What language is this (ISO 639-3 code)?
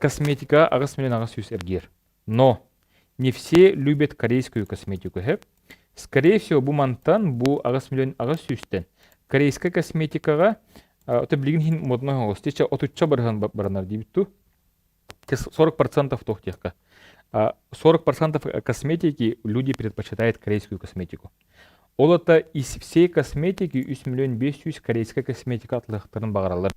sah